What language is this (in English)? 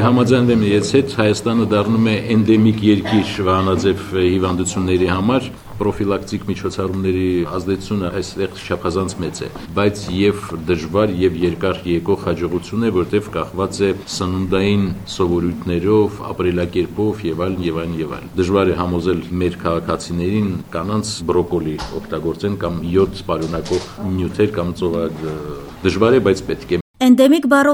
Armenian